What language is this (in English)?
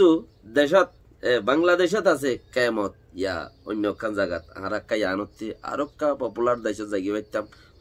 Rohingya